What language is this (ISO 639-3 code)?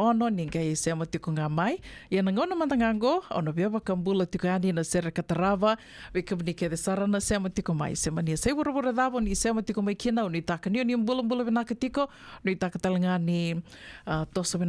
fij